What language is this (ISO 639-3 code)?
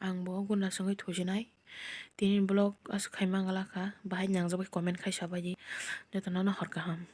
trp